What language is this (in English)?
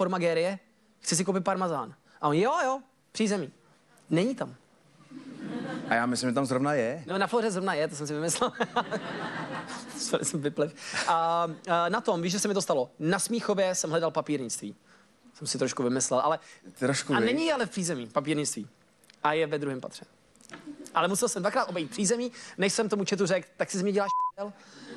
Czech